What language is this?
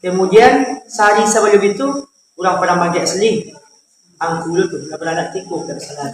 Minangkabau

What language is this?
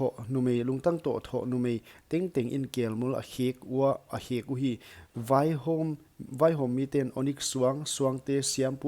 Paite Chin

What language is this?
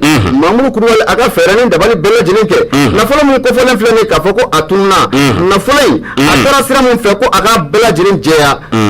Bambara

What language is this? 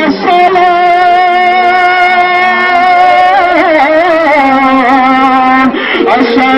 Urdu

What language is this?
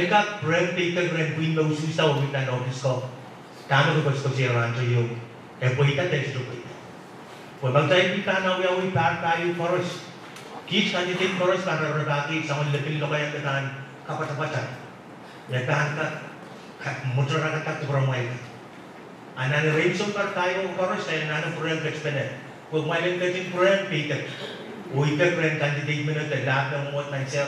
Pohnpeian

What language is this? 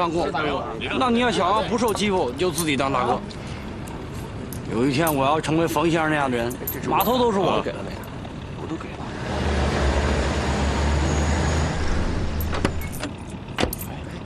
Chinese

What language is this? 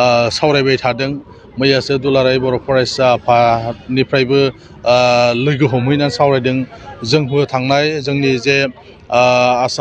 Bodo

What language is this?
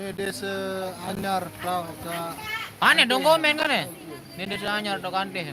Sasak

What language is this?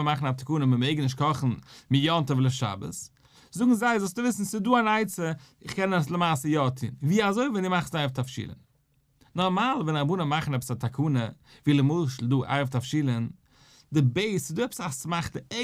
Yiddish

